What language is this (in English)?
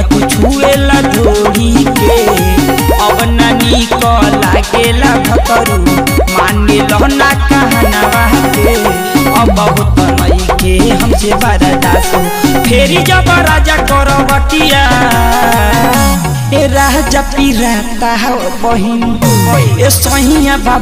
Bhojpuri